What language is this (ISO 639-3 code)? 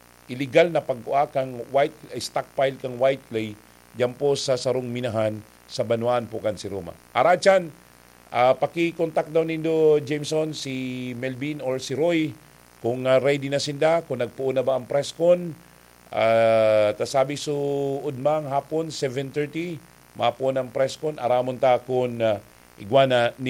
bik